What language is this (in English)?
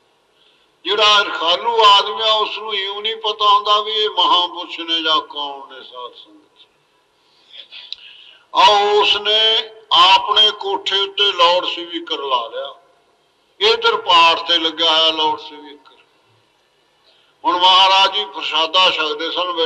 Punjabi